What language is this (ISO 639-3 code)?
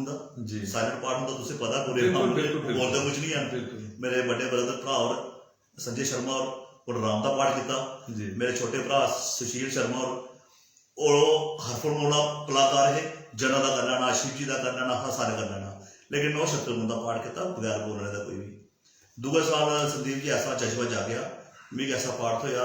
doi